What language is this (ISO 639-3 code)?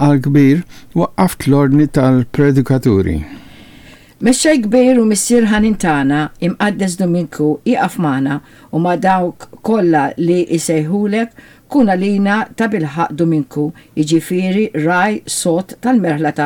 mlt